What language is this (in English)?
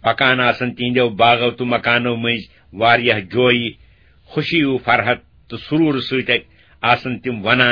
Kashmiri